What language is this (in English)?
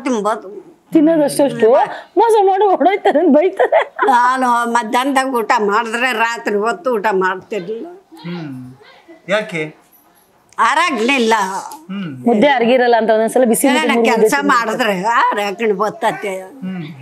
Kannada